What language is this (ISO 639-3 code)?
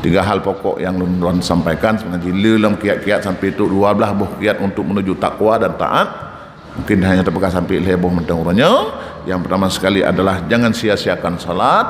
ace